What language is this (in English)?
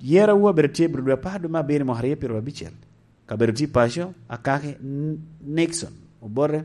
Lango (Uganda)